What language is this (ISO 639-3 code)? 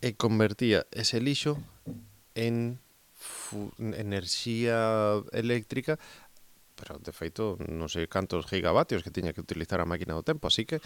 glg